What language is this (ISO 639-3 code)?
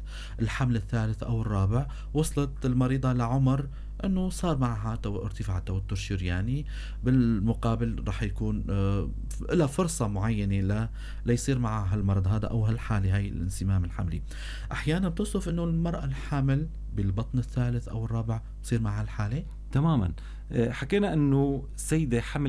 apc